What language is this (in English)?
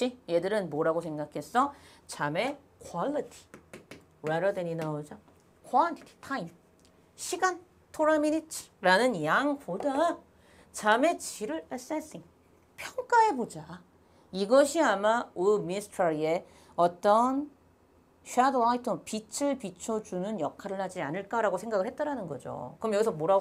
Korean